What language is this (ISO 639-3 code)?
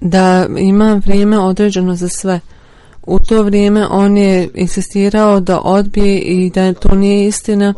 bos